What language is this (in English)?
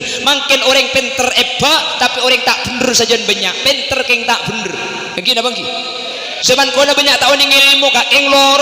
Madurese